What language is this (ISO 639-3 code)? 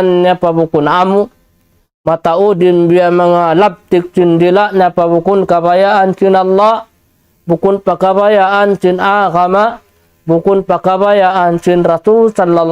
tsg